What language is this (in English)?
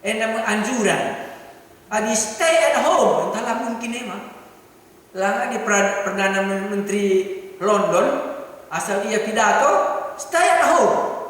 Batak Karo